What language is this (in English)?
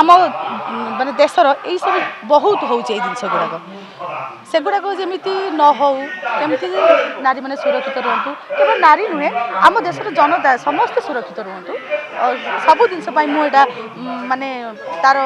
Odia